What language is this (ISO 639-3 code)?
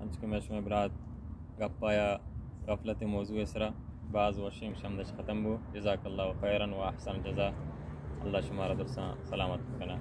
bal